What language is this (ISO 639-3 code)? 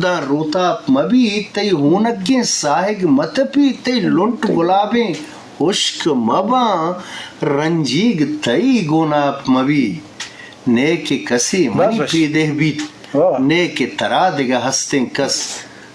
bgp